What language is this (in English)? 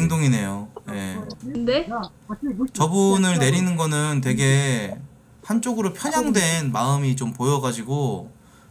Korean